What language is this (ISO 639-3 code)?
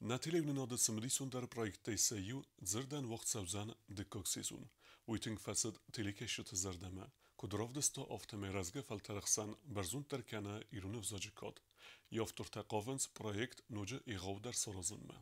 oss